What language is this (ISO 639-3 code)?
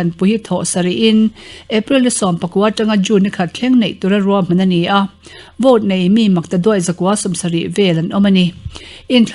lus